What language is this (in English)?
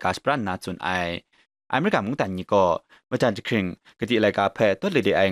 Kachin